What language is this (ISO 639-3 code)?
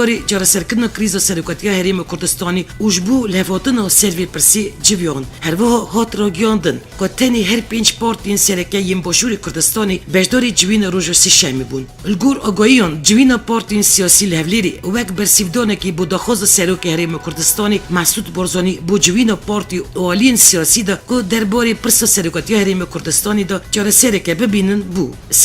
kur